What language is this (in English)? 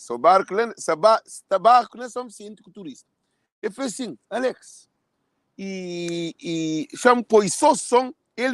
Kabuverdianu